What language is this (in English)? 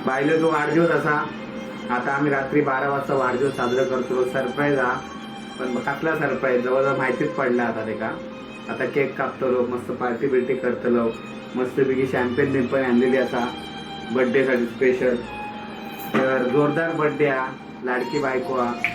Konkani